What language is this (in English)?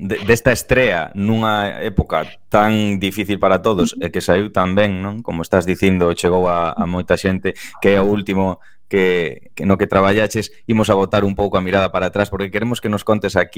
Galician